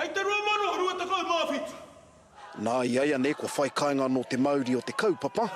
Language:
Māori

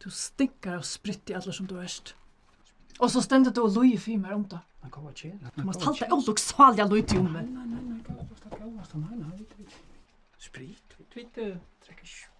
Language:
Faroese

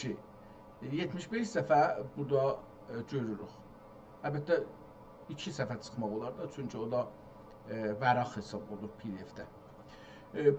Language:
South Azerbaijani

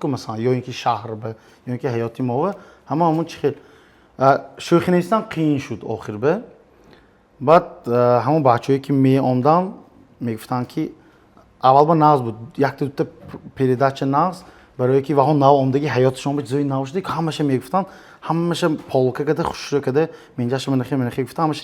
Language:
Tajik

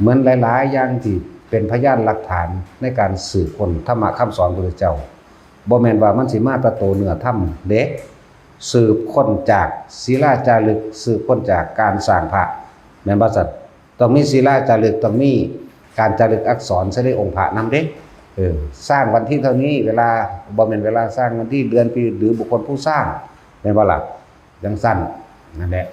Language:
Northeastern Thai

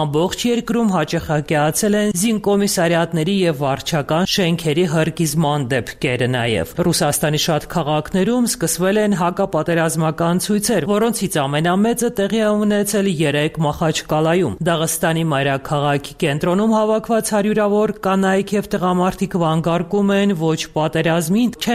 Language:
Armenian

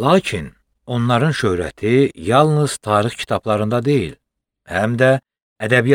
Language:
Azerbaijani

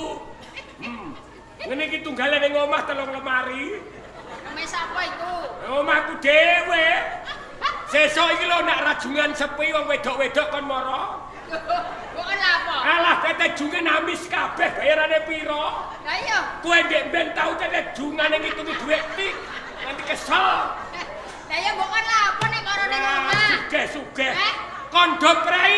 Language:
Javanese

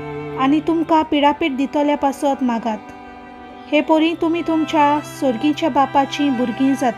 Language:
Konkani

